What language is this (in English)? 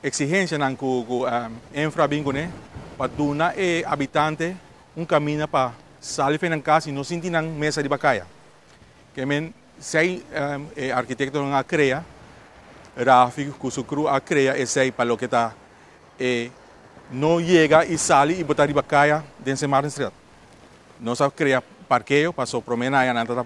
Papiamento